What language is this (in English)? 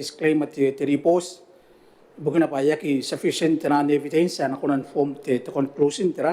Gilbertese